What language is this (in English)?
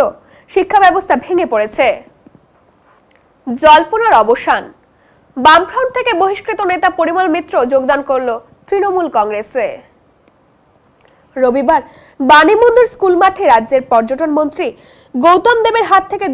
Bangla